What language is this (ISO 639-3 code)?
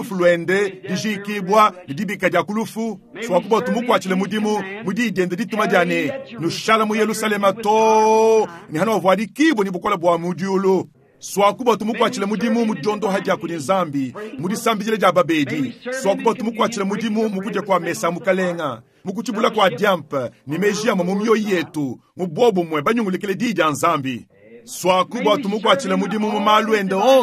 lua